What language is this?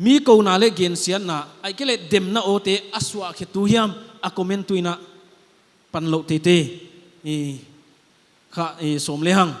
Paite Chin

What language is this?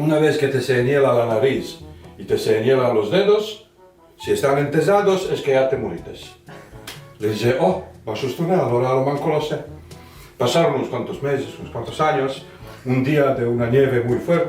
Ladino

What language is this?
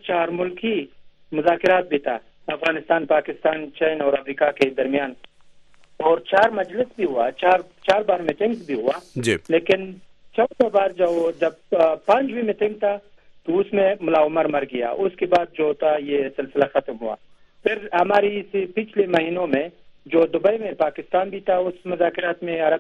Urdu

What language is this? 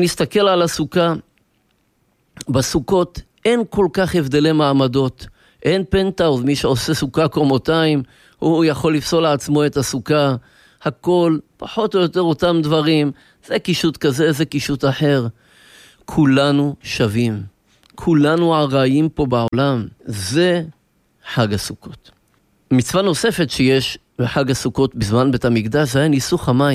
Hebrew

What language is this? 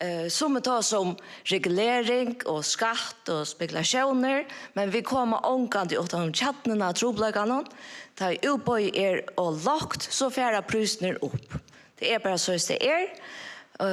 Faroese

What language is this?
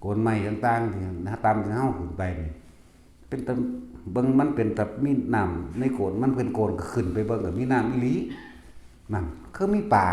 Northeastern Thai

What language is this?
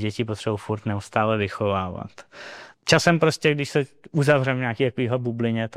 Czech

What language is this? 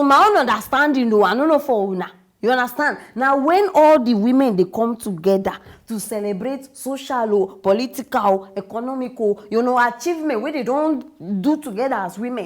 Nigerian Pidgin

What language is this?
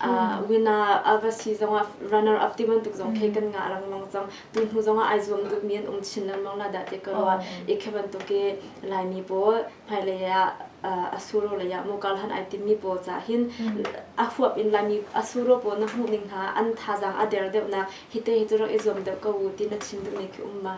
Hakha Chin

